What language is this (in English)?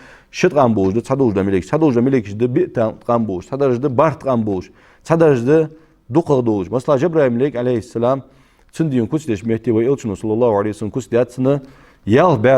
Ingush